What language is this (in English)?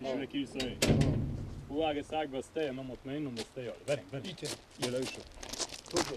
Persian